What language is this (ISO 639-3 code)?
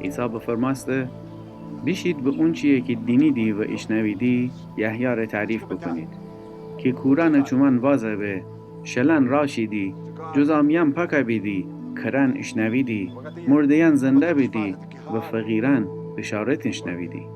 glk